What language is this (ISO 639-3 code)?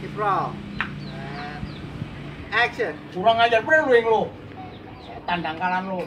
bew